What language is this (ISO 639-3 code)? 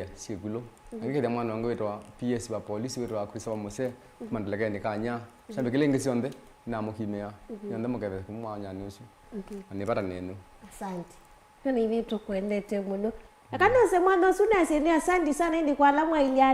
kam